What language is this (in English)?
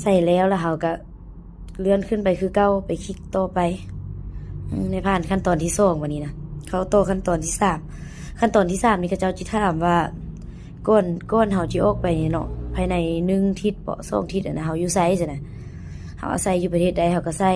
Lao